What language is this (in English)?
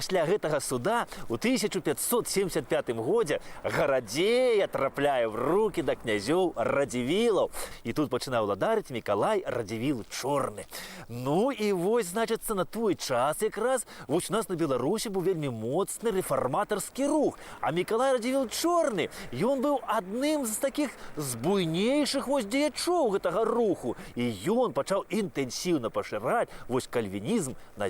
Belarusian